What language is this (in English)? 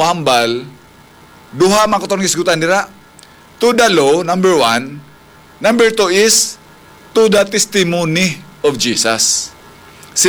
Hiligaynon